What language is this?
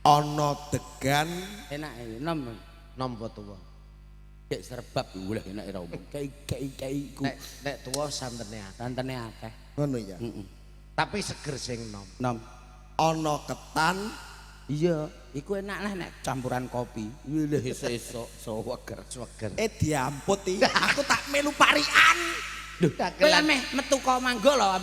Javanese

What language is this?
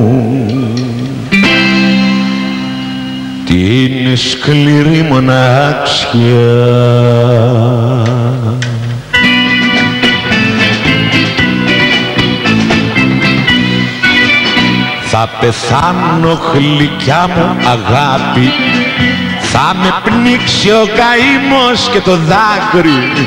Greek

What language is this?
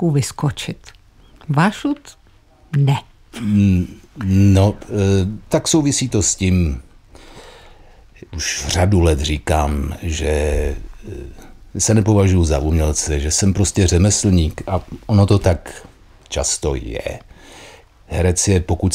Czech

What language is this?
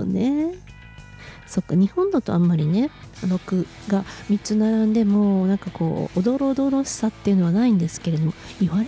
Japanese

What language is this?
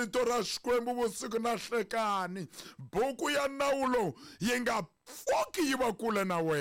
Tsonga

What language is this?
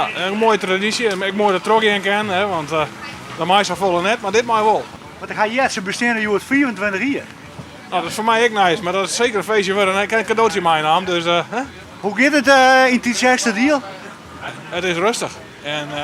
Western Frisian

